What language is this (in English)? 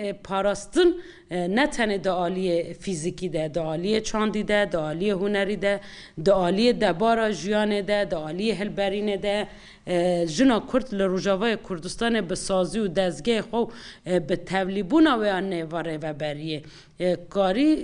Kurdish